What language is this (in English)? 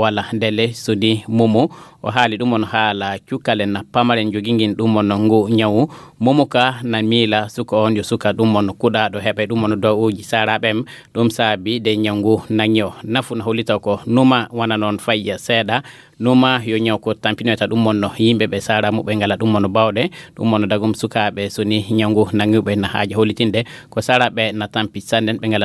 Fula